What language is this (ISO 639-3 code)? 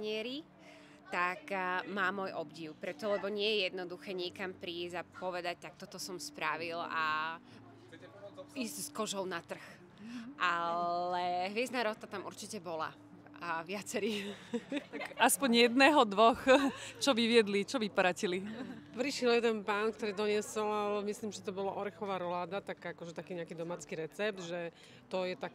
slk